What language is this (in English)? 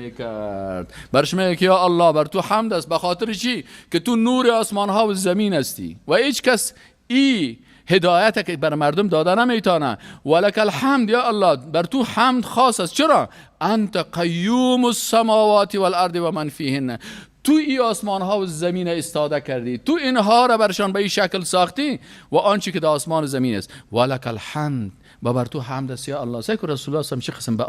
Persian